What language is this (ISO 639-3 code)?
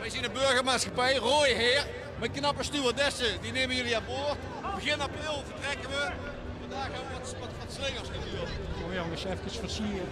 lim